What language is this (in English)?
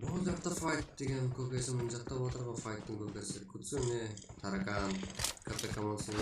Kara-Kalpak